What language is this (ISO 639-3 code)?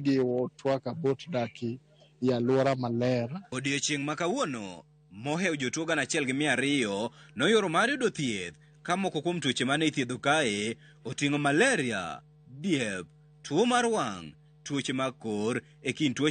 luo